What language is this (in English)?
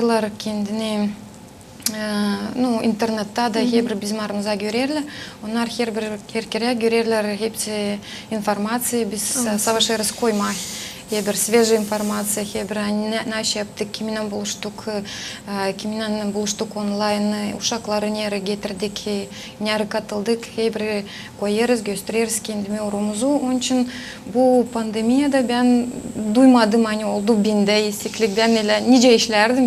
Gagauz